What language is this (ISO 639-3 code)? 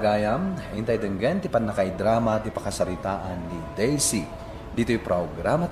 ilo